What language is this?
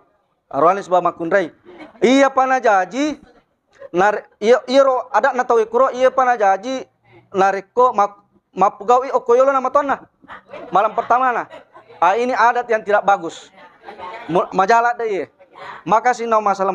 Buginese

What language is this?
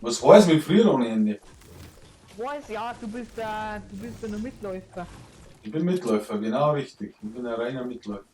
Bavarian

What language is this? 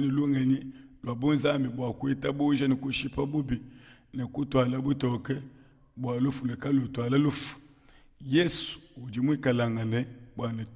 Luba-Lulua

